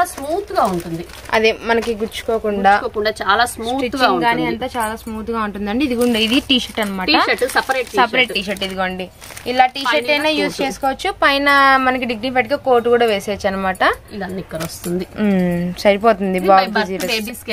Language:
Telugu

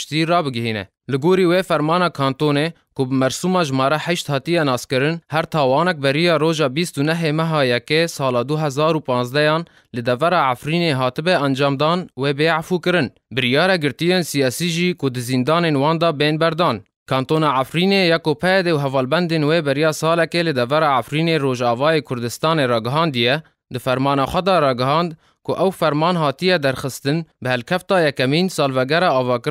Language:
Kurdish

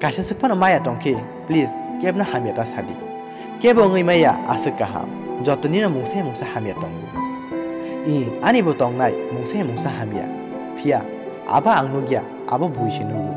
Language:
Kok Borok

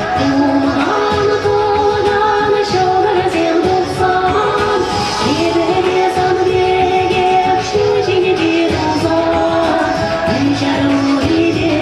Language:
Chuvash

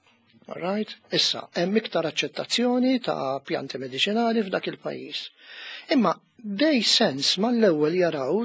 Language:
Maltese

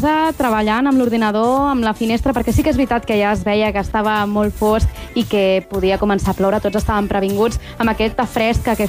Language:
Catalan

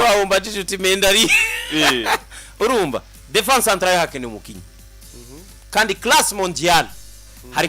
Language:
Rundi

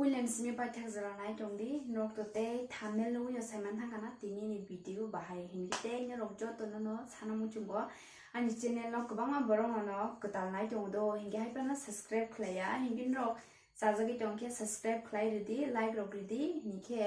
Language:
Kok Borok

